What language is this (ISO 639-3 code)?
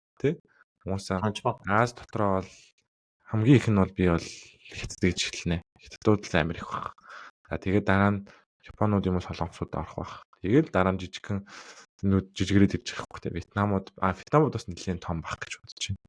mon